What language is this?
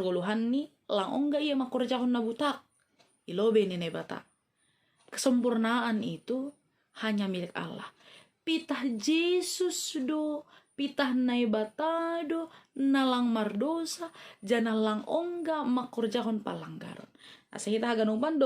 Batak Simalungun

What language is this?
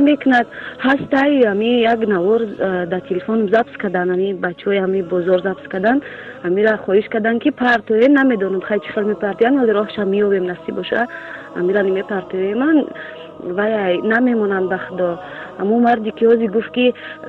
Tajik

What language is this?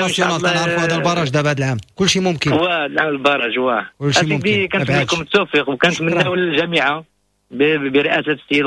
Moroccan Arabic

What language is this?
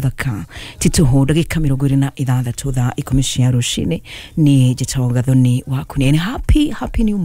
Kikuyu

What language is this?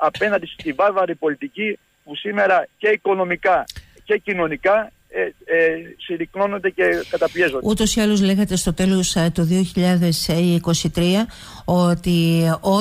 Greek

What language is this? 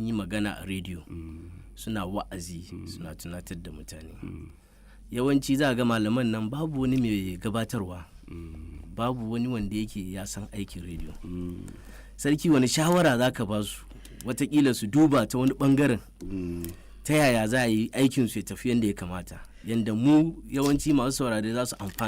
Hausa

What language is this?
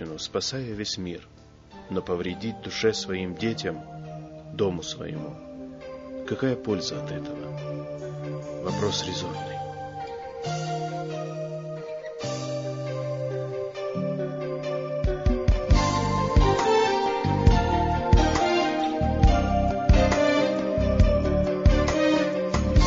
Russian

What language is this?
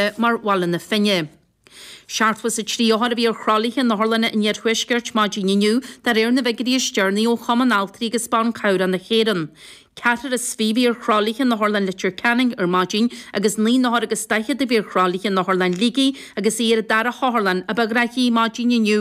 Irish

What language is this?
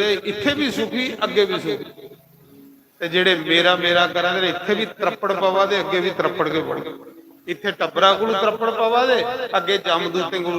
Dogri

